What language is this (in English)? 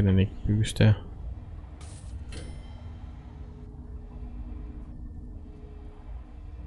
Danish